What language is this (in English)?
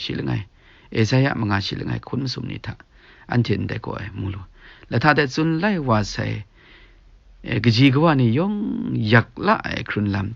Kachin